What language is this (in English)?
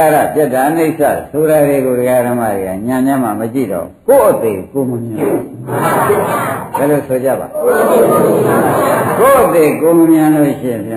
Burmese